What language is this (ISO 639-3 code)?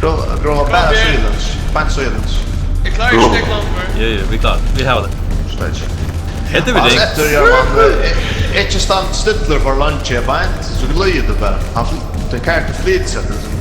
fao